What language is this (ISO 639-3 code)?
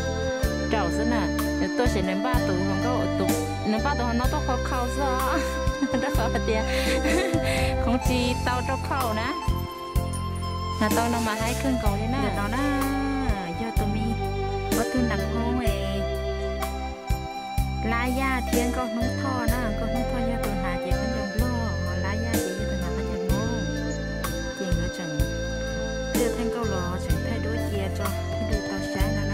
vie